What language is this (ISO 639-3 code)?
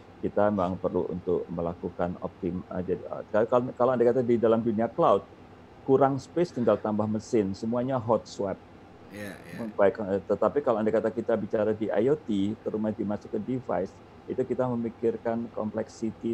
ind